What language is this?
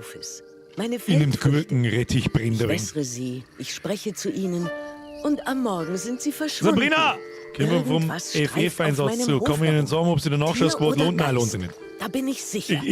Bavarian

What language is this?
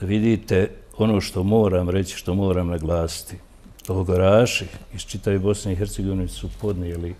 Bosnian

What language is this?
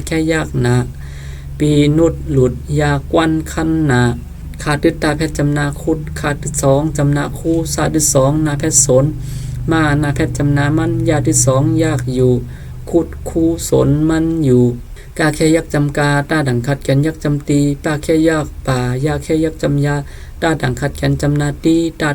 Shan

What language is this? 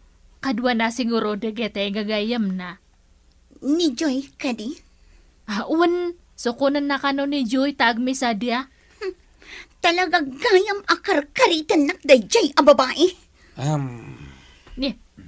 Iloko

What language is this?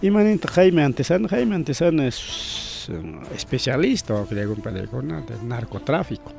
Ayacucho Quechua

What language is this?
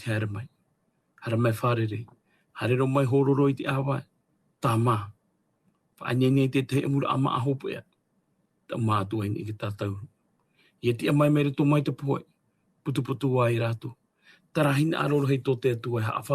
Tahitian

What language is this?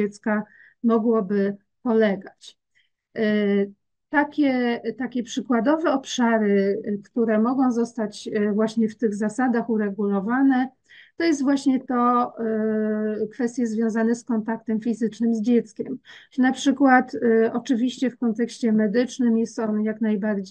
Polish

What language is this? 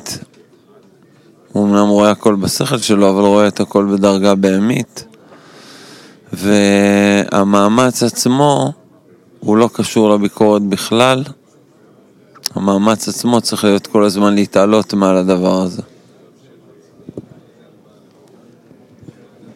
Hebrew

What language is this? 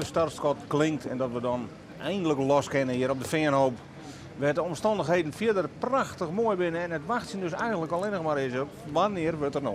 Western Frisian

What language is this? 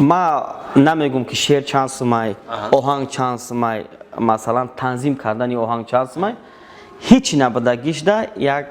Tajik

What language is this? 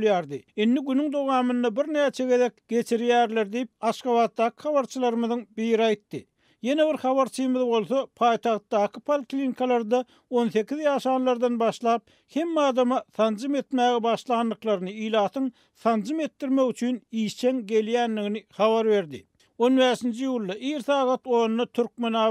Turkmen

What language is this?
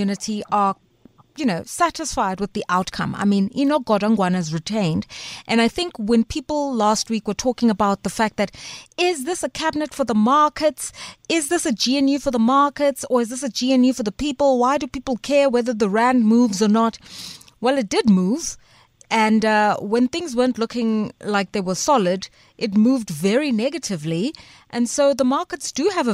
English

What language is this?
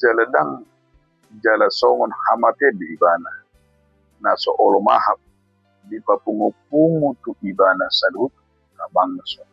Batak Toba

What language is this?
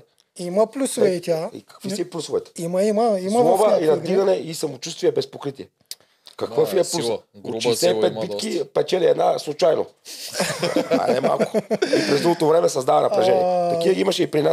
Bulgarian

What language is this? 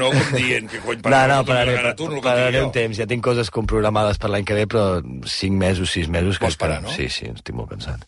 Catalan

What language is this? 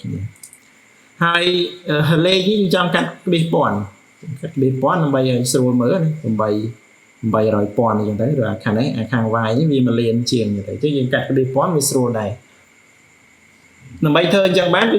Khmer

